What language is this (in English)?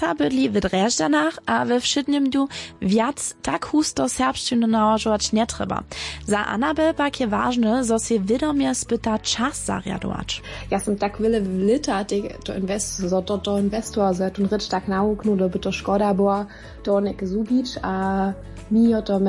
Upper Sorbian